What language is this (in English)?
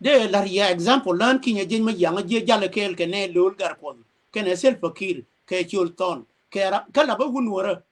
Nuer